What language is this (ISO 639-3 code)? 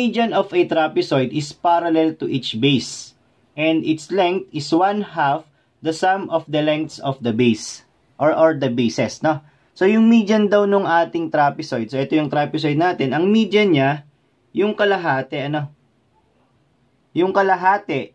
fil